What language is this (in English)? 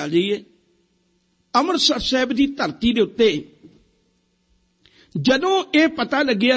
Punjabi